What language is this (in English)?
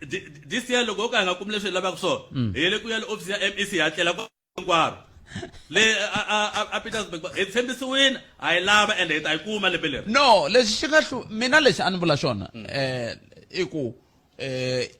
Tsonga